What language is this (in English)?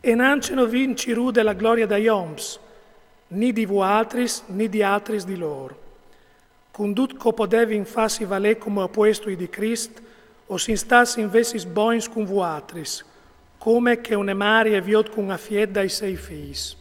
Friulian